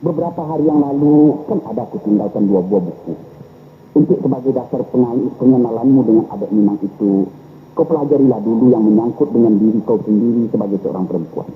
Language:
Minangkabau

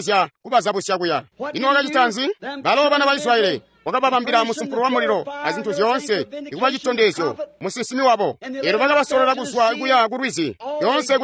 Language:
Tonga (Zambia)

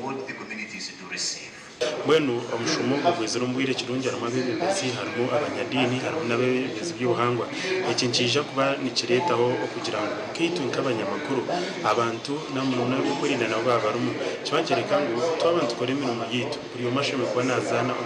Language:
Nyankole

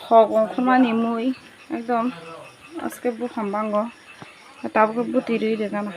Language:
Kok Borok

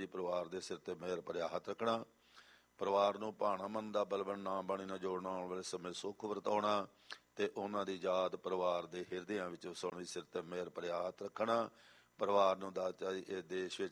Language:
Punjabi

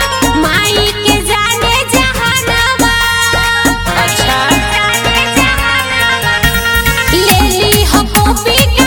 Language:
Bhojpuri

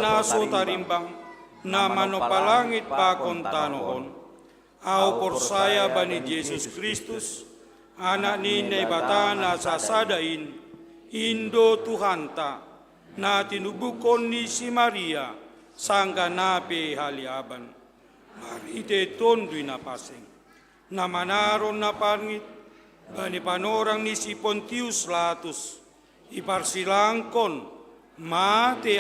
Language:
Batak Simalungun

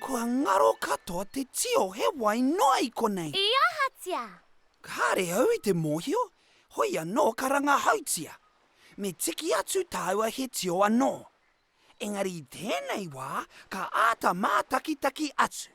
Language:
Māori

